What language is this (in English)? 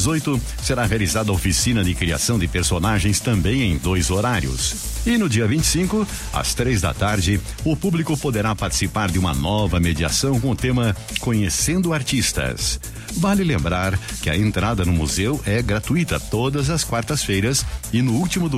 Portuguese